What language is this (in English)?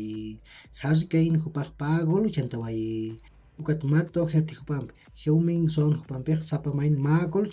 Aymara